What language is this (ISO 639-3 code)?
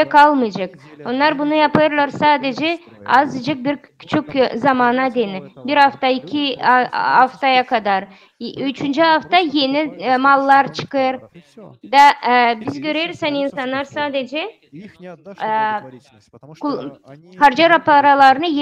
gag